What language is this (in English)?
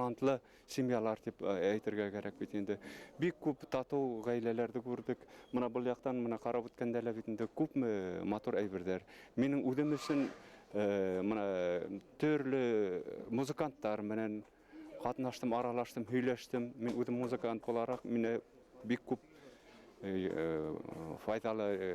Bashkir